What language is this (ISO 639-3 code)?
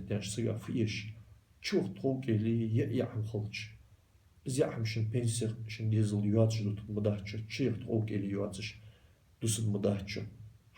inh